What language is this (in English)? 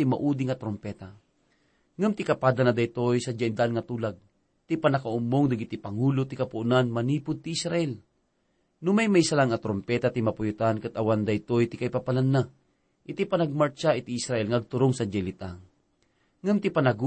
Iloko